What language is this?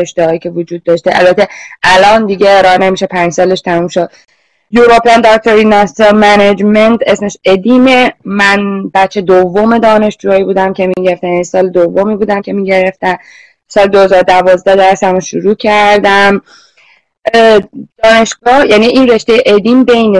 Persian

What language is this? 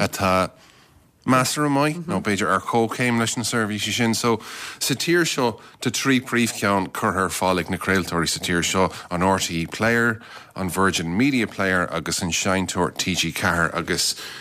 Irish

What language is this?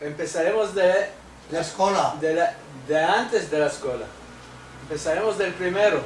Ladino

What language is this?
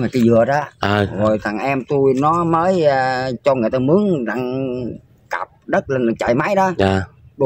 Vietnamese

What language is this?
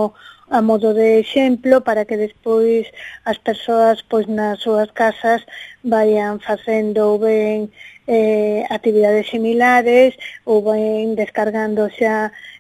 Galician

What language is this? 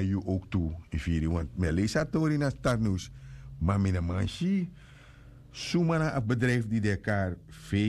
Sranan Tongo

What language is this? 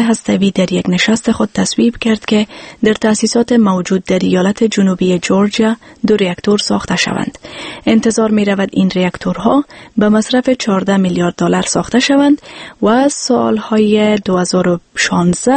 Persian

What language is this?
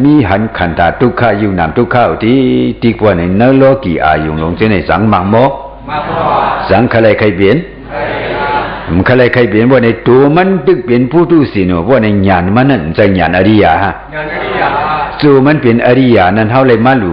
Shan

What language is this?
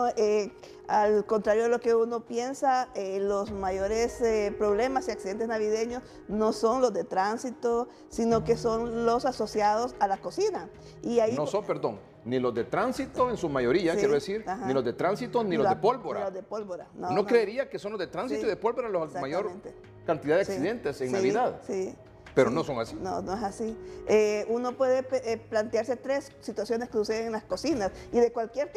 Spanish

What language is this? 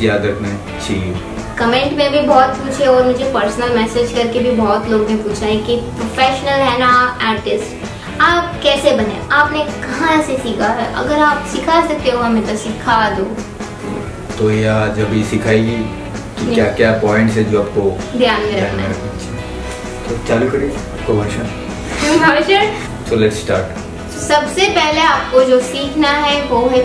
Hindi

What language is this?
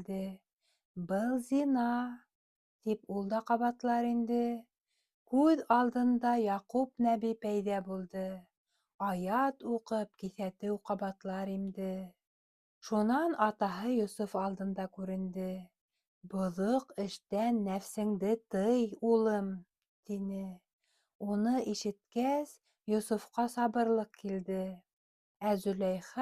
Bashkir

